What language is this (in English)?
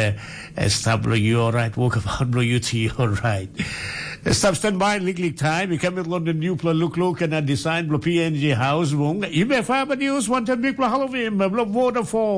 Tok Pisin